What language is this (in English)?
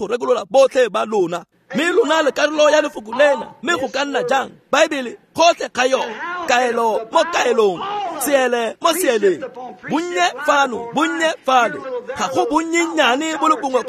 Tswana